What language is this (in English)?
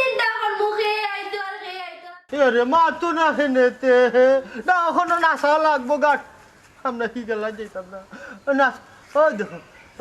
Sylheti